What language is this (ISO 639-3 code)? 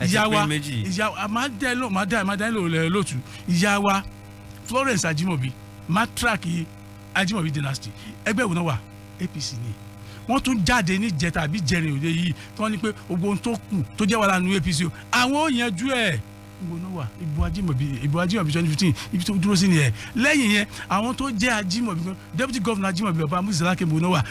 yor